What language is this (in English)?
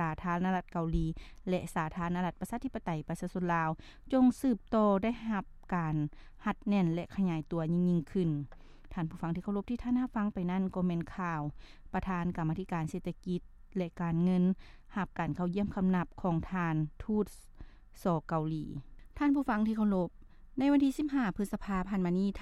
Lao